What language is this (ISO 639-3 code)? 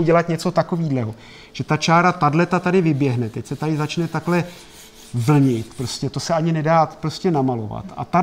ces